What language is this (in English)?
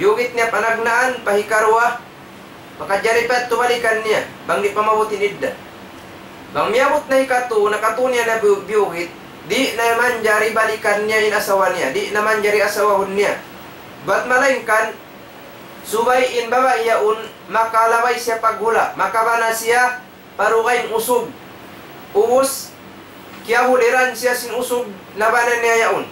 Tausug